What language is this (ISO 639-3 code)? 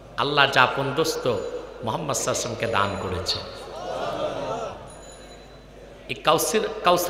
ben